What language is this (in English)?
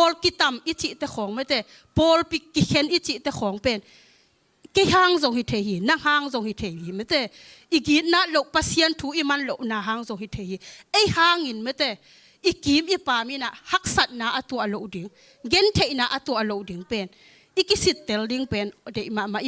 Tedim Chin